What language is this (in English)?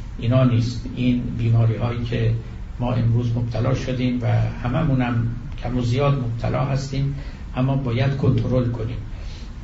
Persian